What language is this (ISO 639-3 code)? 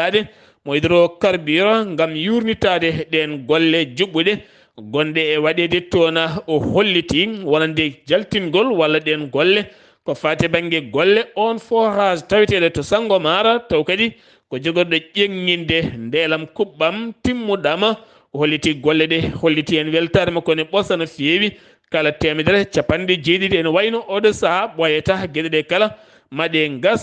ful